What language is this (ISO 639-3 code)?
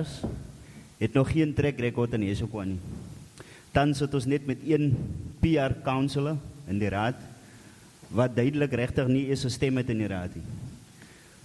afr